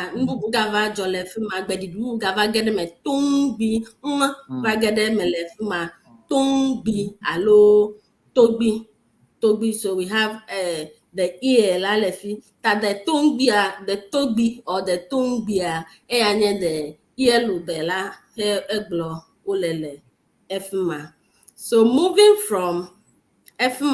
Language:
Ewe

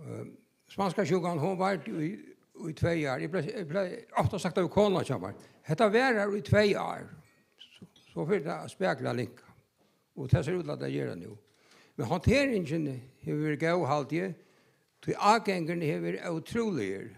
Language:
Faroese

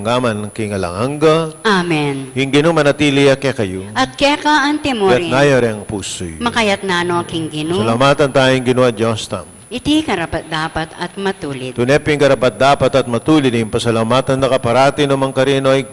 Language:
Pampanga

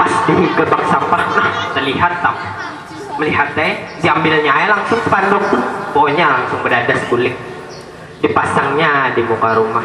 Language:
Banjar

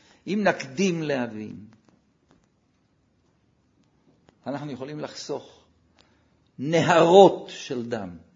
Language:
Hebrew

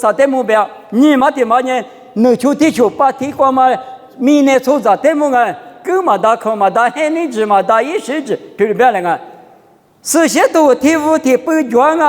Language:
Lisu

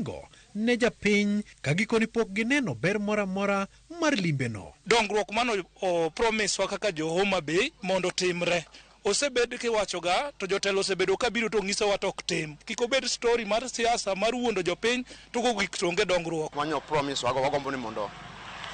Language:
Luo (Kenya and Tanzania)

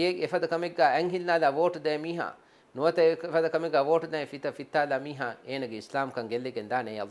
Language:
Divehi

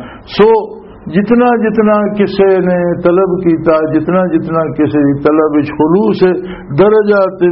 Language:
Western Panjabi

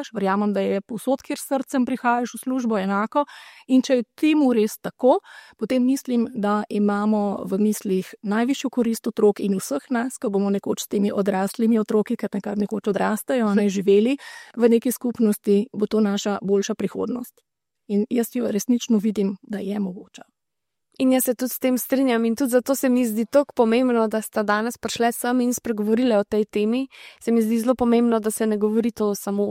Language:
Slovenian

